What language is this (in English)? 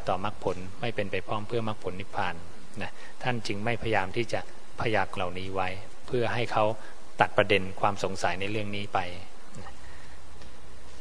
Thai